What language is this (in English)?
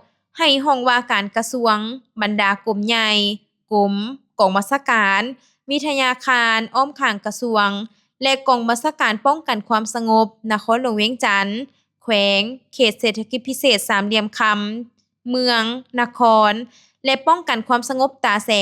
Lao